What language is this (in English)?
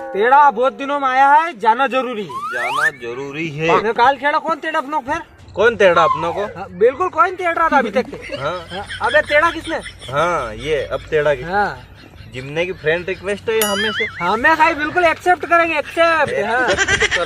Rajasthani